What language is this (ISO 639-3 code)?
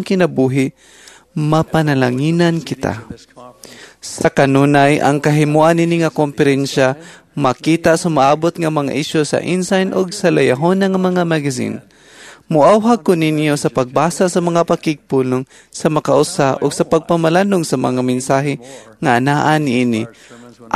ceb